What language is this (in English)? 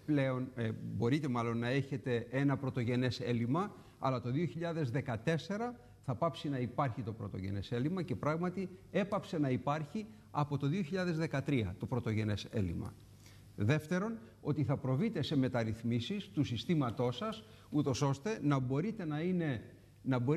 Greek